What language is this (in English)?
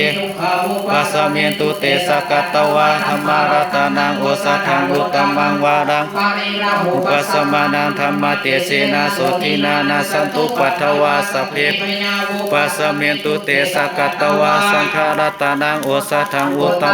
Pali